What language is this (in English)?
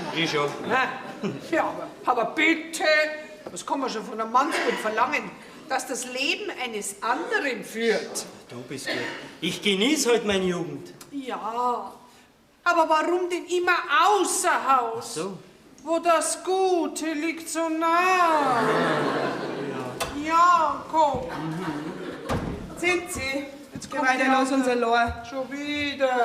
Bavarian